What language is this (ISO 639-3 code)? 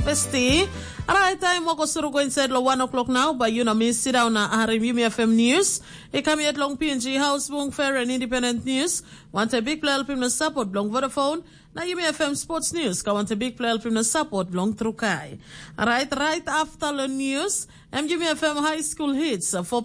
tpi